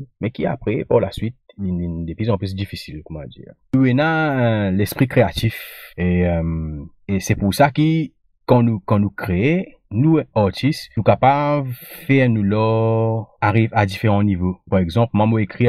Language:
Morisyen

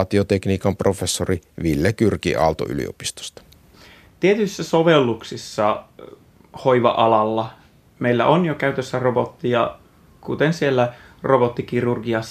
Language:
Finnish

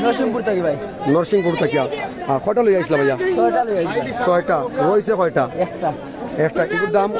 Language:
Sylheti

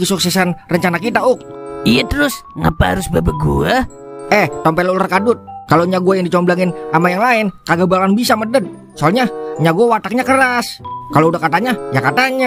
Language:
Betawi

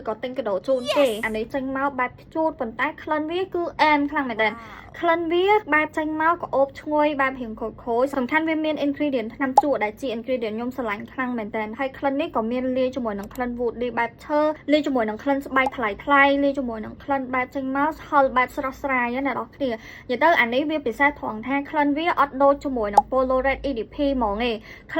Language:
Khmer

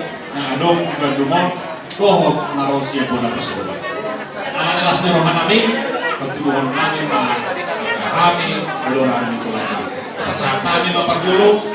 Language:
Batak Toba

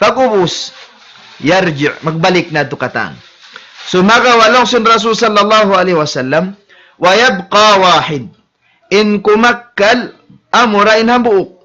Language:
Tausug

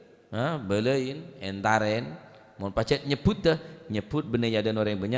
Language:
Madurese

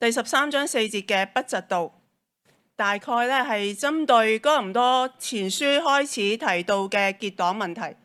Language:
Cantonese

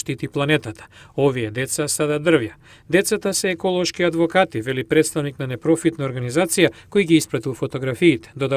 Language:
Macedonian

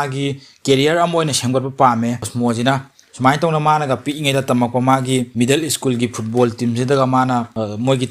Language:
Manipuri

